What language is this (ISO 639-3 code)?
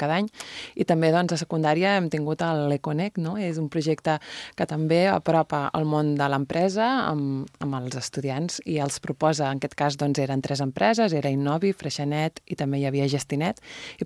cat